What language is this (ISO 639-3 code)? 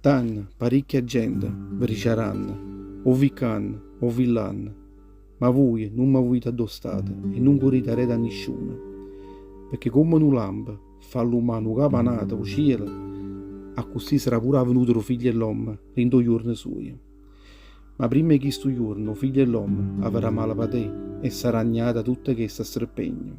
nap